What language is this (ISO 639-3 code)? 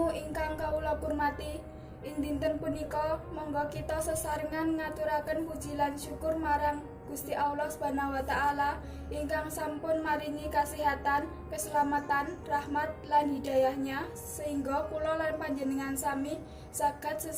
jav